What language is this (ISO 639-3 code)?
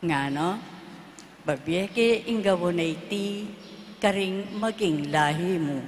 pam